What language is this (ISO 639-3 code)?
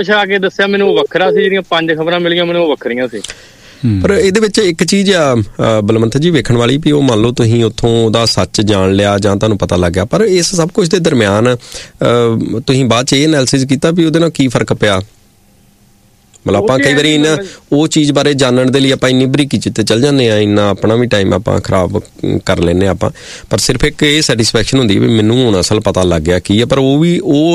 pan